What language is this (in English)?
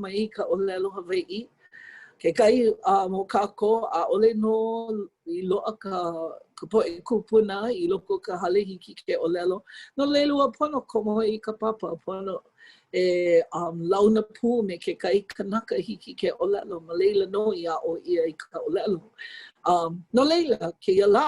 Hawaiian